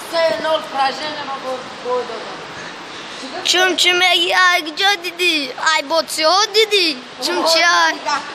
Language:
Tajik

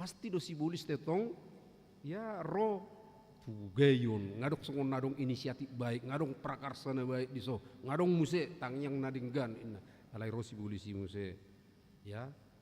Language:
Batak Toba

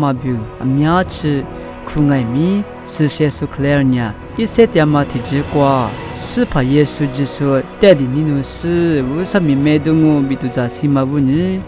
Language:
Lisu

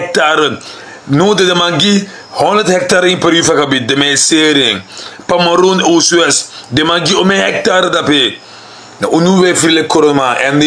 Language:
Sranan Tongo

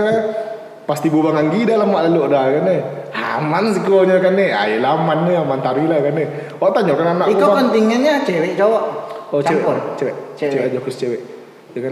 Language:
Minangkabau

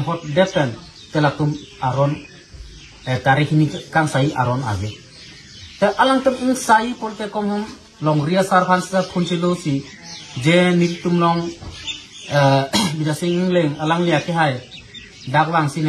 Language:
Karbi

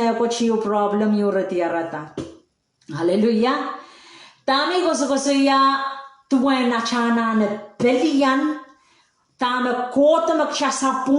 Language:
Pohnpeian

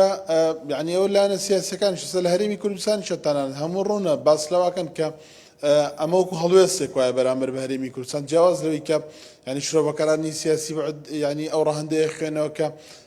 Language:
Central Kurdish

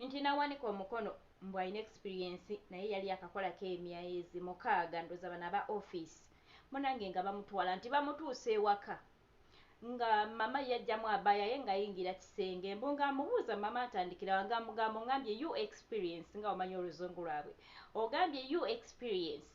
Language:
Ganda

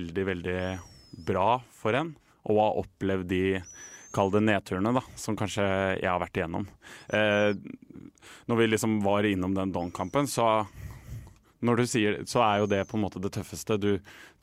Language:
Norwegian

